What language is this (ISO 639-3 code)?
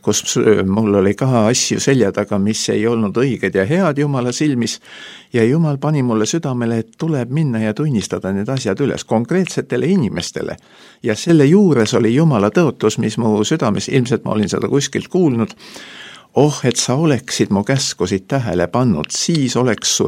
est